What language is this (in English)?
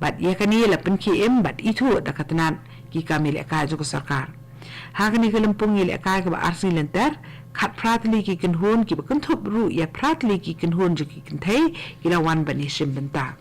Khasi